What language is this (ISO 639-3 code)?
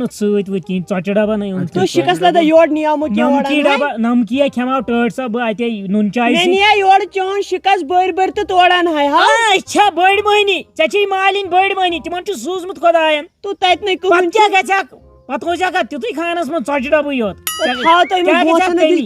kas